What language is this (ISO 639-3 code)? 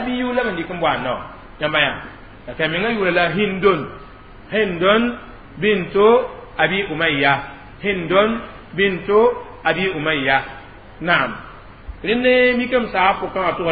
mos